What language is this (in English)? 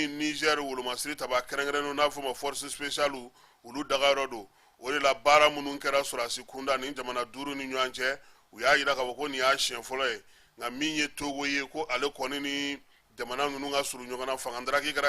Bambara